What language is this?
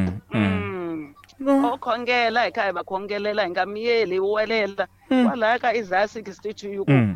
Tsonga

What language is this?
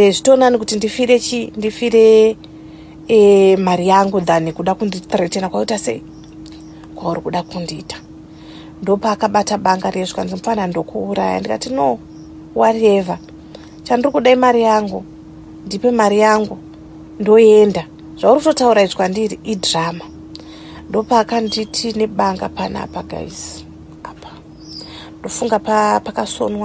Shona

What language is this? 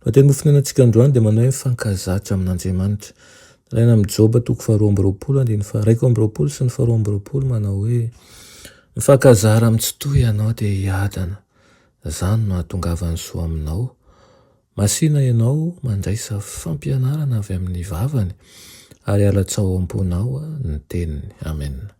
Malagasy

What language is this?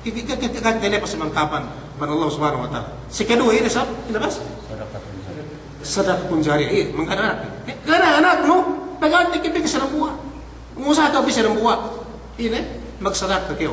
Yakan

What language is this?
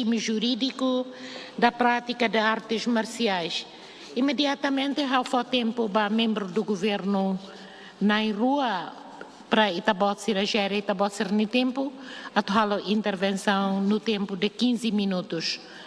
Tetum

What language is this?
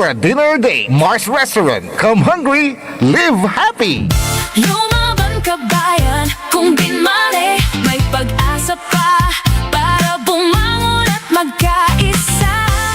Pangasinan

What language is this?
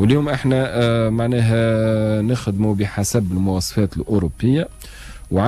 Tunisian Arabic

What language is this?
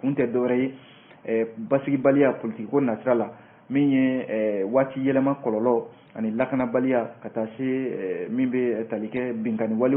Bambara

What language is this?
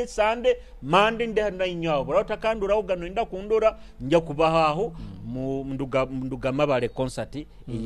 Nyoro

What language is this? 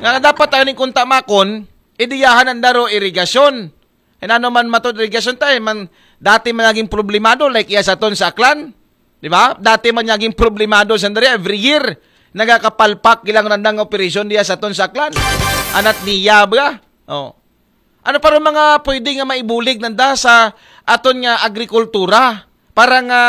Aklanon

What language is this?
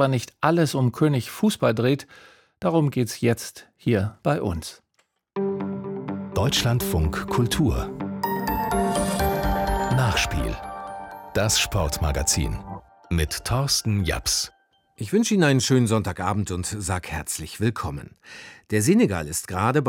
German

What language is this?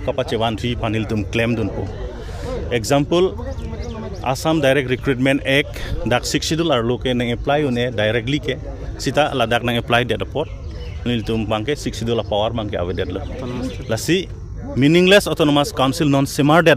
Karbi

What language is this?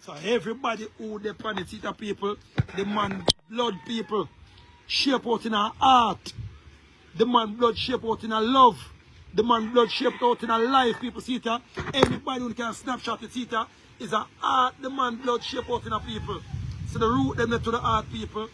Jamaican Creole English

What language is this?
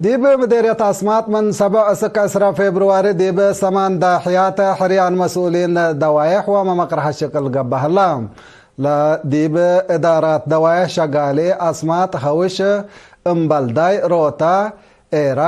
Tigre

